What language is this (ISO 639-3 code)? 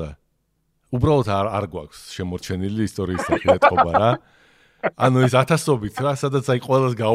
kat